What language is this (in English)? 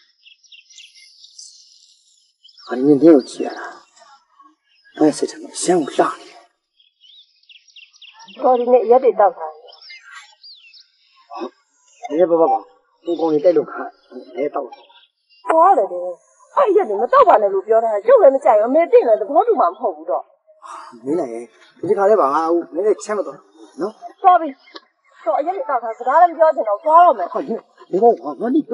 Burmese